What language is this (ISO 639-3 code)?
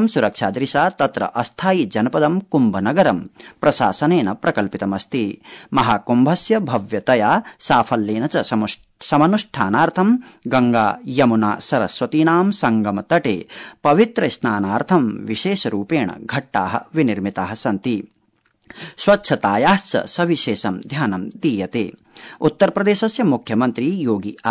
san